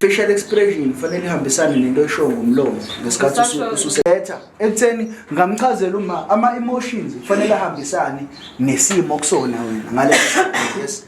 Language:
Zulu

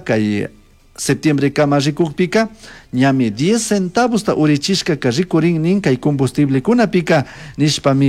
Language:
Chimborazo Highland Quichua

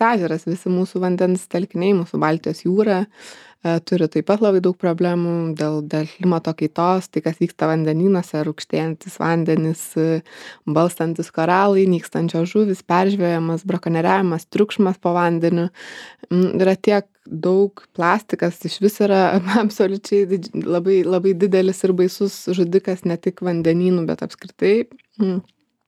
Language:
Lithuanian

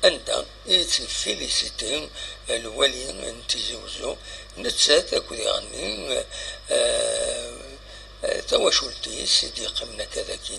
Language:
Kabyle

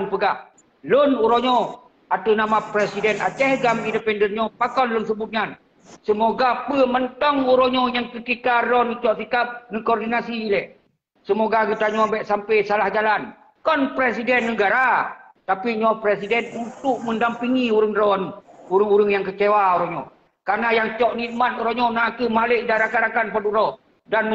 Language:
Achinese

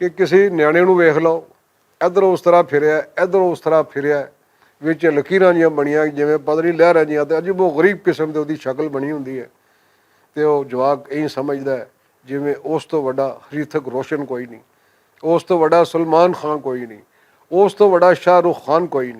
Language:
Western Panjabi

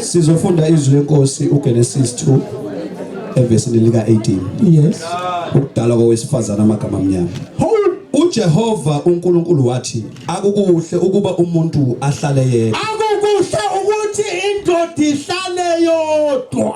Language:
Zulu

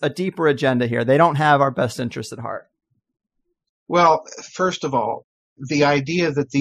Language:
English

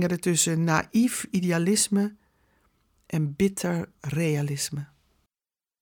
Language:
Dutch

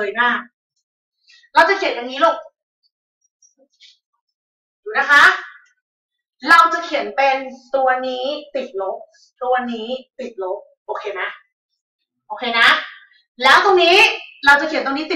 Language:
Thai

